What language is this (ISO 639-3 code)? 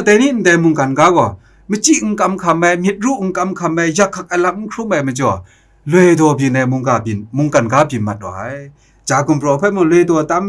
kac